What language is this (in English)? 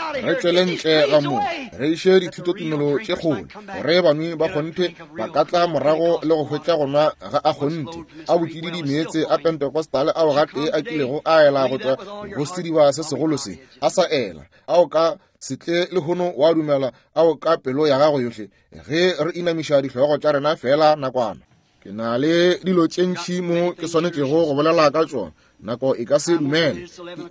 Northern Sotho